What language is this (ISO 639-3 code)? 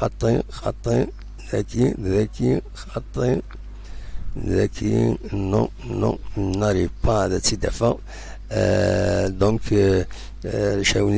kab